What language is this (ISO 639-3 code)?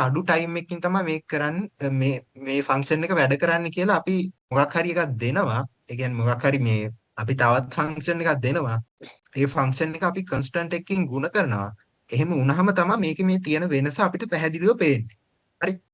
sin